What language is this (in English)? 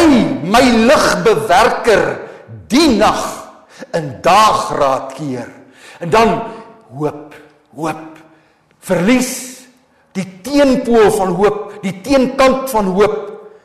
Afrikaans